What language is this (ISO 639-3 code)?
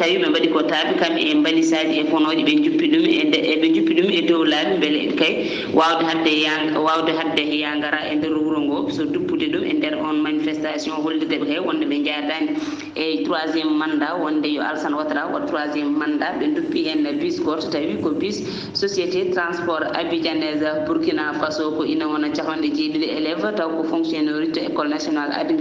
ful